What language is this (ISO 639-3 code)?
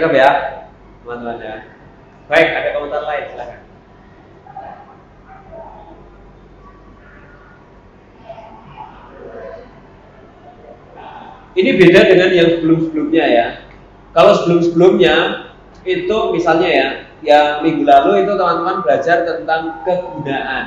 ind